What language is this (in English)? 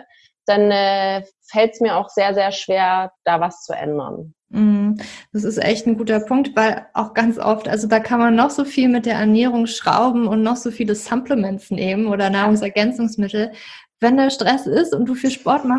German